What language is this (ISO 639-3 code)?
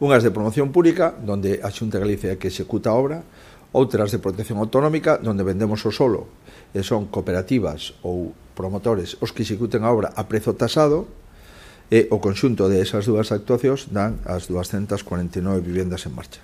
glg